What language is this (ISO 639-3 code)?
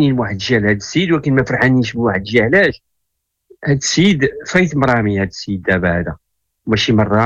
ary